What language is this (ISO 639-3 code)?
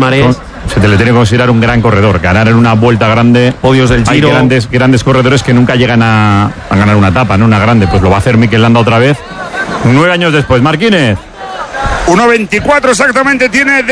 spa